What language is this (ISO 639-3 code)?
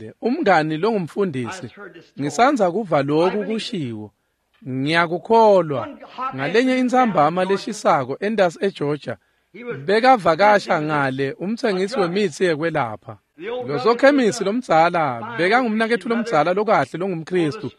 ssw